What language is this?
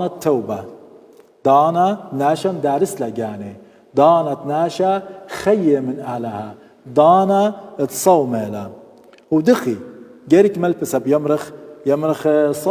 Assyrian Neo-Aramaic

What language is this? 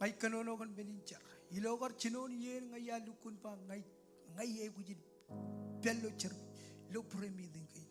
Marshallese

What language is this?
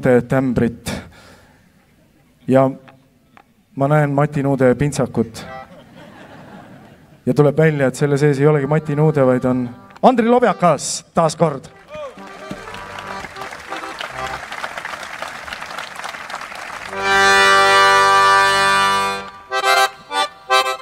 Estonian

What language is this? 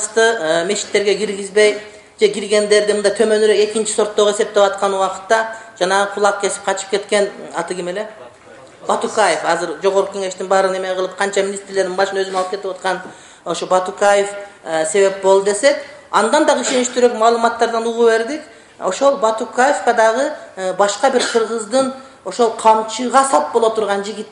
Kyrgyz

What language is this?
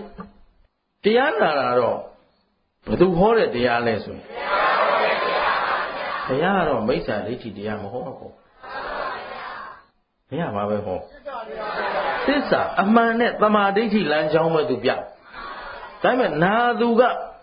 Burmese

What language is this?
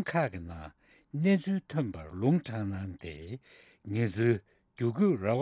Tibetan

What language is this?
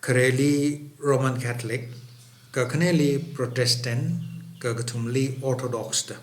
Tangkhul Naga (India)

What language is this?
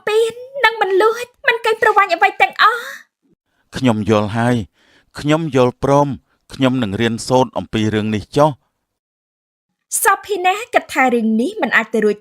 Khmer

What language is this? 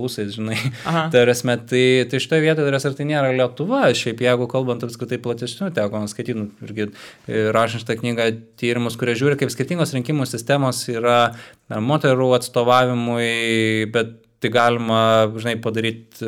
Lithuanian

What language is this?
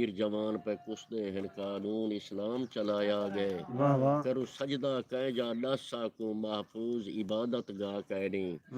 Saraiki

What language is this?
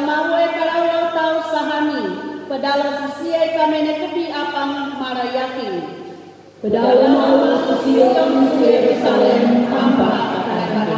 Sangir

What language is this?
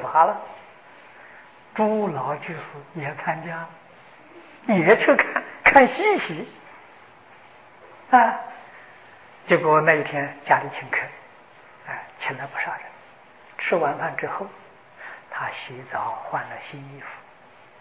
Chinese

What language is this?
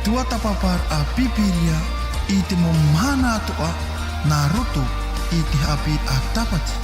Tahitian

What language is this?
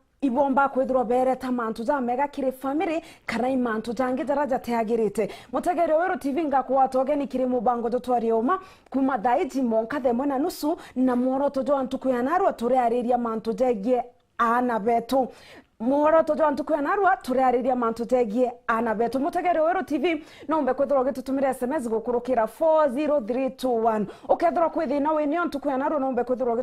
Meru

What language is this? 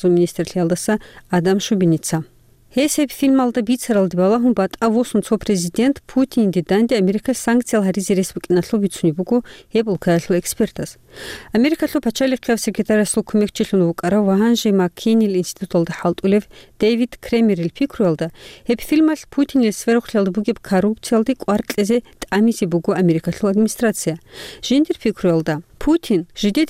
Avaric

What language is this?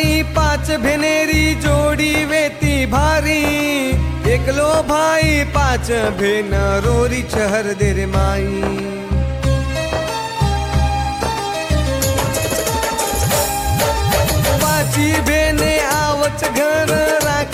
Marathi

